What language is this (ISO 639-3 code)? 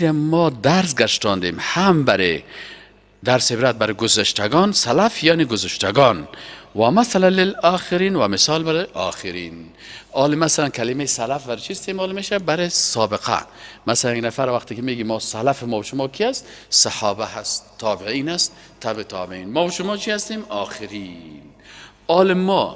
fas